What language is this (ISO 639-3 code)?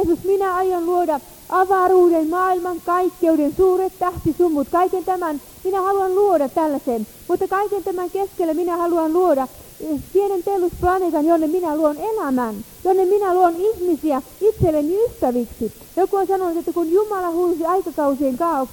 fin